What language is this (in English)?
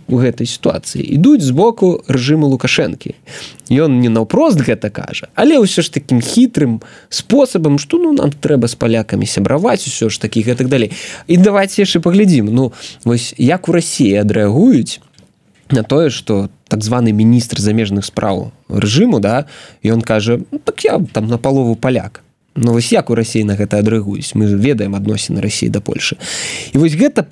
Belarusian